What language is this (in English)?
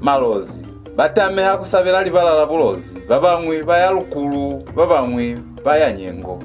Lozi